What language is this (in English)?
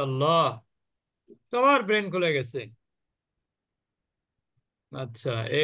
Bangla